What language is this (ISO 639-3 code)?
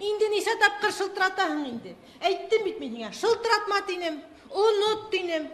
bak